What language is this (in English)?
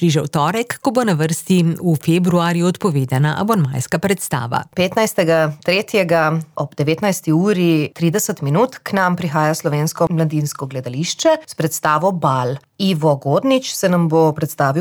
Slovenian